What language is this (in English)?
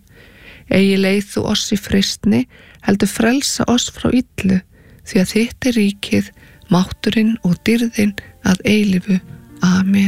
Icelandic